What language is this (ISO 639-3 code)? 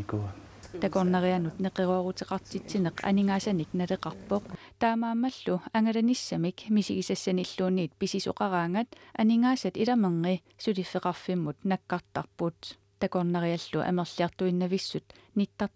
kal